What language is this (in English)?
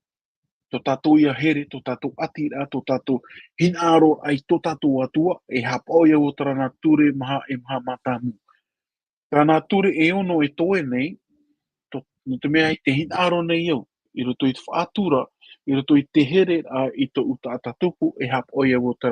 Tahitian